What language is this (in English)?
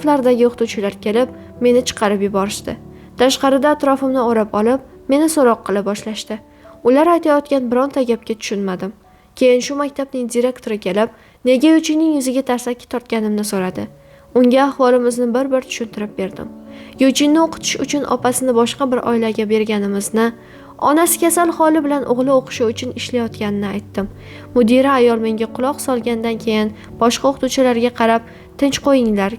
Uzbek